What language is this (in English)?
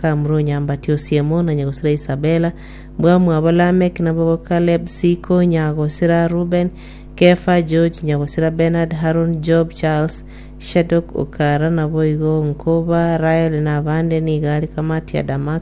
Gusii